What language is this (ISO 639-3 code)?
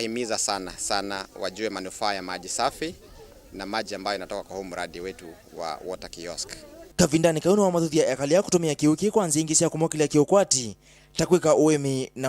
kam